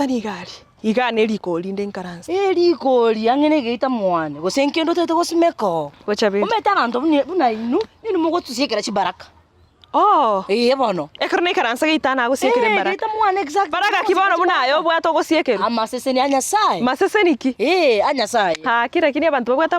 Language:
Gusii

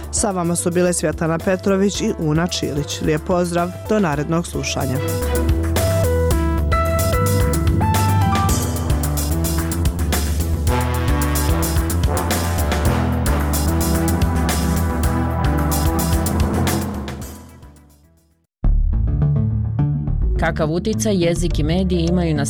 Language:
Bosnian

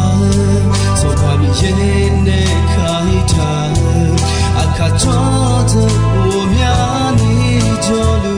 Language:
Akha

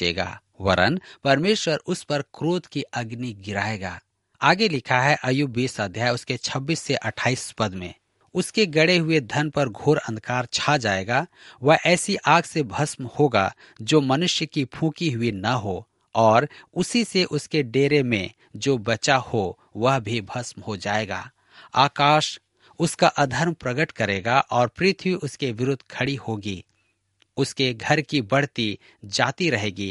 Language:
Hindi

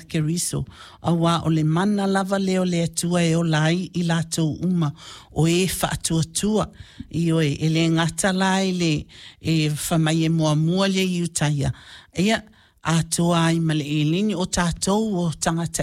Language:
Samoan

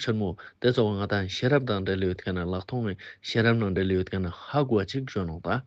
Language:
Ladakhi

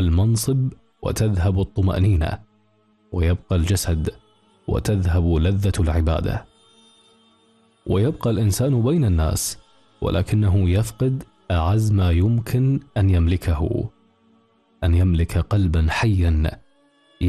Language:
Arabic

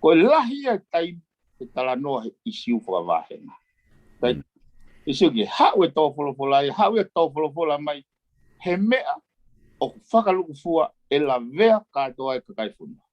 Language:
Tongan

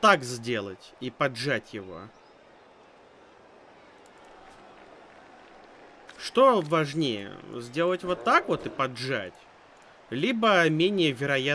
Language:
Russian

